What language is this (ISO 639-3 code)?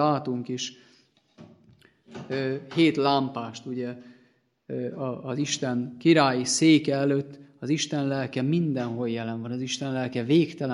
hun